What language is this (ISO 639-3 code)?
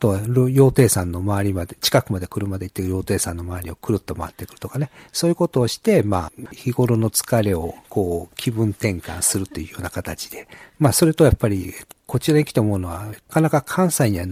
jpn